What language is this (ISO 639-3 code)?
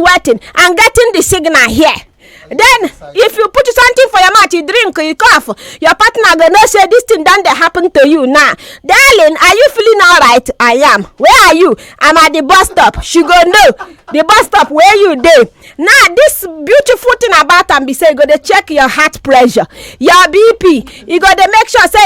pcm